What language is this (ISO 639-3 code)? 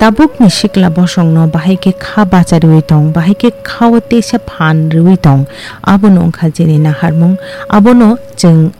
trp